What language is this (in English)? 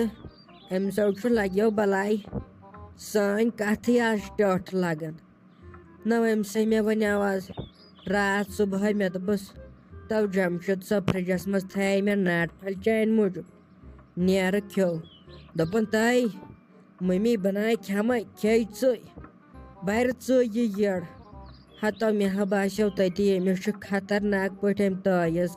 Kashmiri